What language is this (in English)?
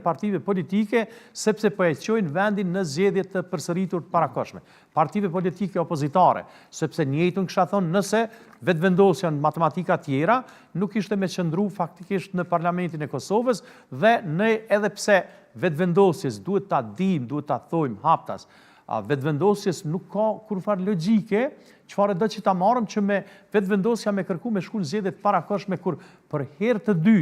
Albanian